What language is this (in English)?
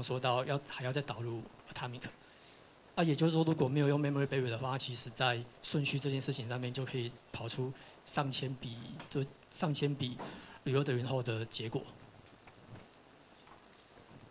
Chinese